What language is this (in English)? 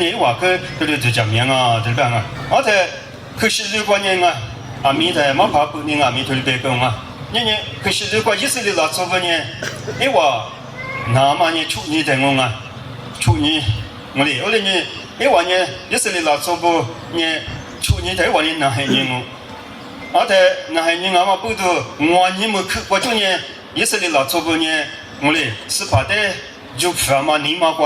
Lisu